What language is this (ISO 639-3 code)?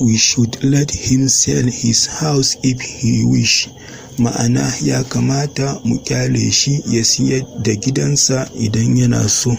hau